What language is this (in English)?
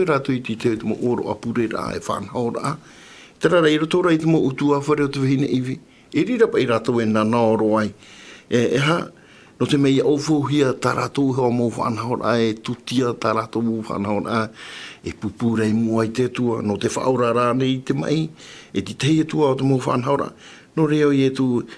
Tahitian